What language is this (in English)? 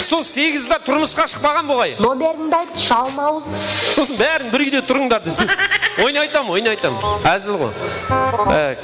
Kara-Kalpak